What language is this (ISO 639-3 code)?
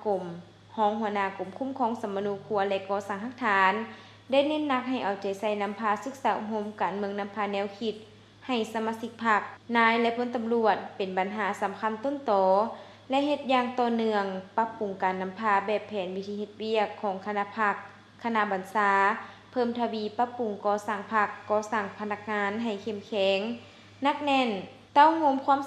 lao